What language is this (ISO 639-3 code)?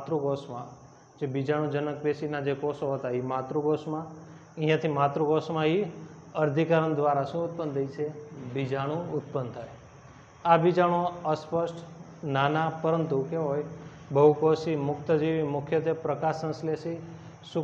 guj